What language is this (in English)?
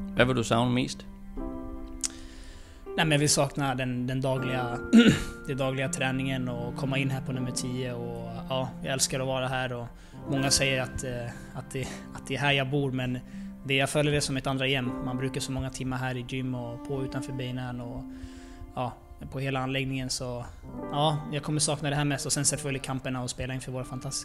Swedish